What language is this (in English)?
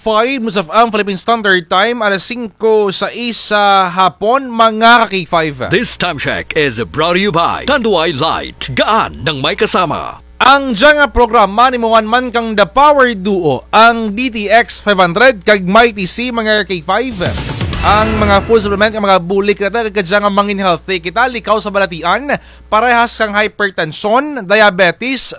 Kinaray-a